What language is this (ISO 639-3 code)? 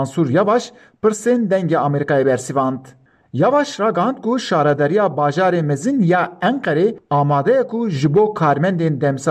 kur